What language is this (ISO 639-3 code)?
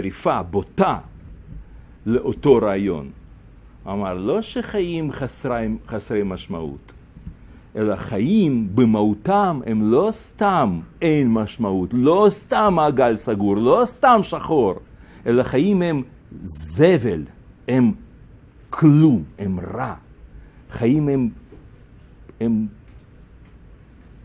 heb